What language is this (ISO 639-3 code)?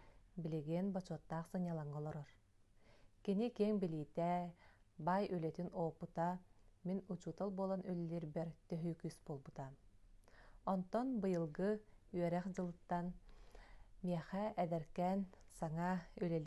sah